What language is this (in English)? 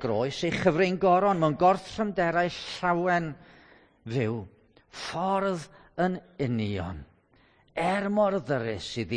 Welsh